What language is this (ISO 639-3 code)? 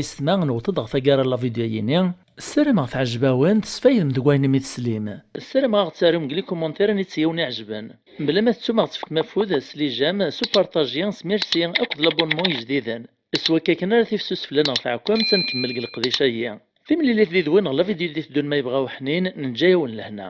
kab